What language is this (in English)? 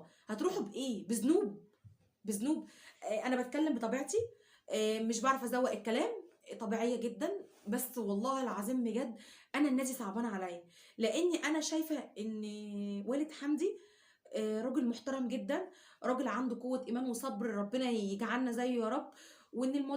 Egyptian Arabic